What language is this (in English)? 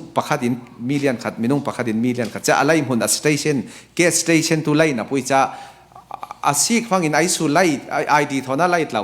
Falam Chin